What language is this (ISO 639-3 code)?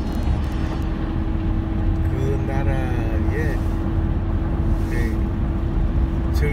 kor